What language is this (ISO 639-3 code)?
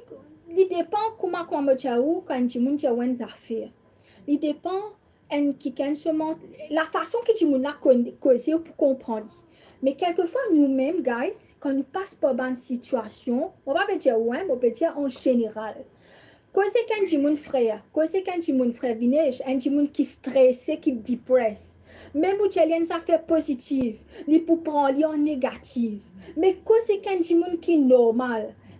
mfe